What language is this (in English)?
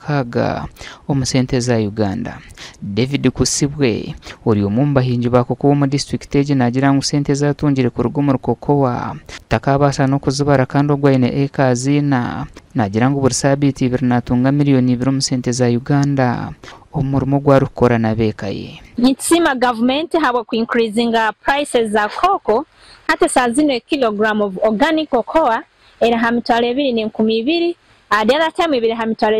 Nyankole